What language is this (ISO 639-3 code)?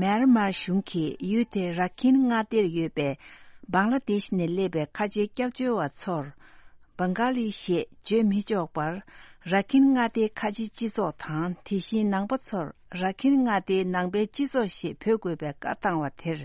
bod